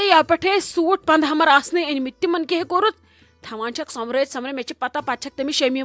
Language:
Kashmiri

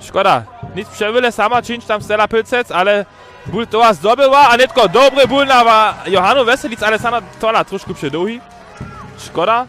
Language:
Upper Sorbian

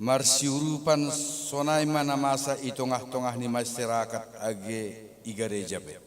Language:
Batak Simalungun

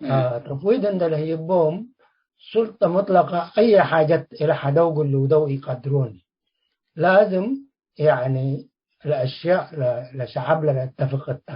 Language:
Tigre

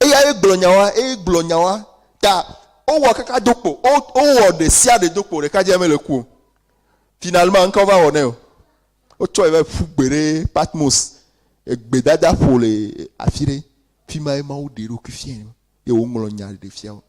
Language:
Ewe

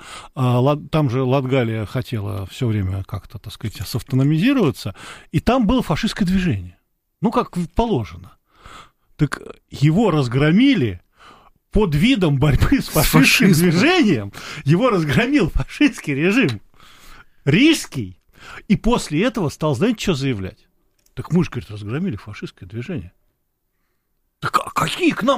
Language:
Russian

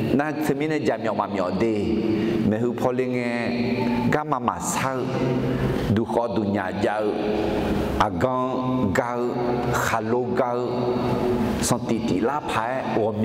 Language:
Akha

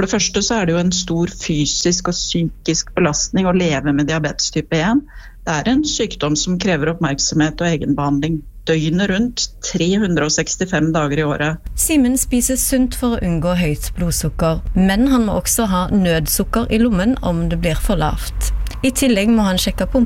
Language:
Norwegian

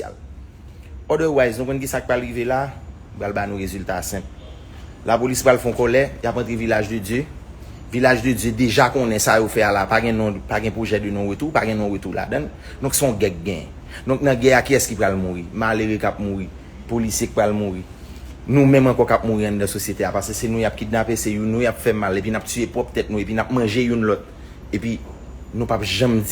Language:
Haitian Creole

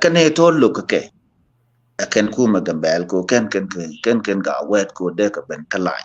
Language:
Nuer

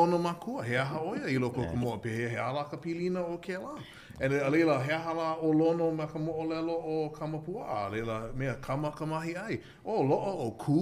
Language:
Hawaiian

